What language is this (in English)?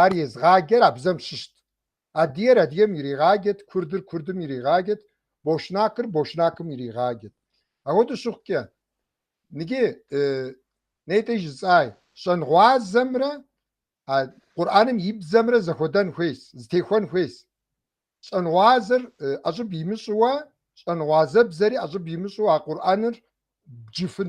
Kabardian